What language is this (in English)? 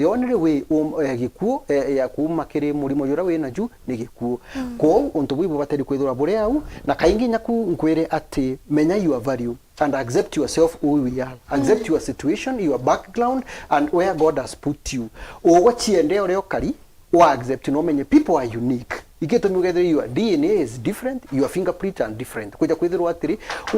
Meru